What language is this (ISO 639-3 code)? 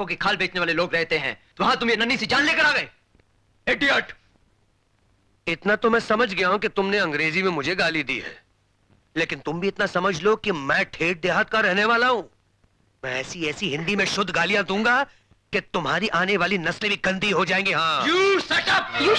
hin